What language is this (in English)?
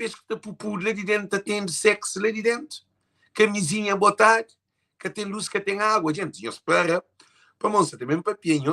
Kabuverdianu